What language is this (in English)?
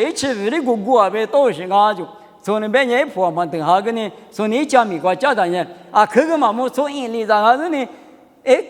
Lisu